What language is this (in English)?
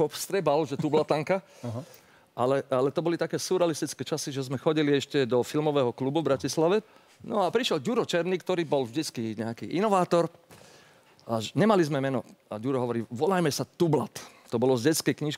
Slovak